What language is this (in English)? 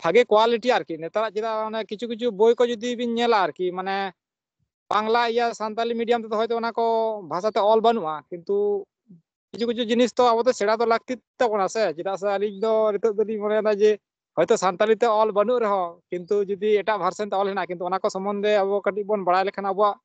Santali